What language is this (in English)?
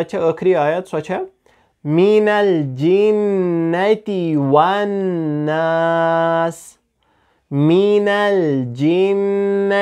Kashmiri